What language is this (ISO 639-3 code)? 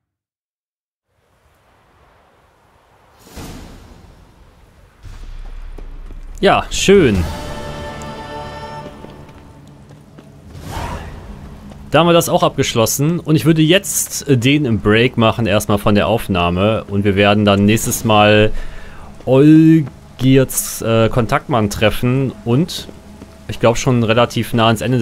deu